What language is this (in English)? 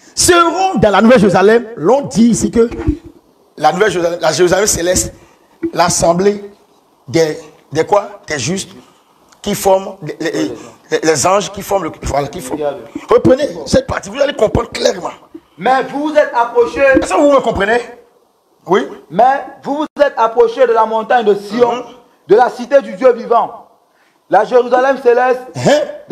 French